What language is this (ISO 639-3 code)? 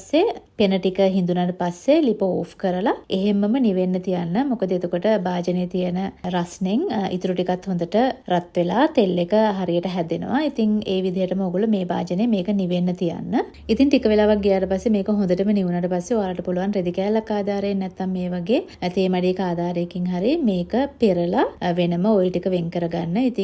sin